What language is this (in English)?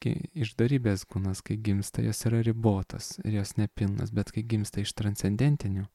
Lithuanian